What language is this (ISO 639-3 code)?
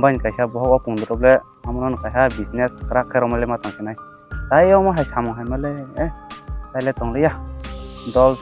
trp